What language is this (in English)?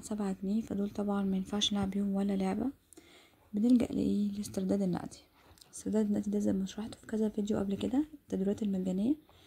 Egyptian Arabic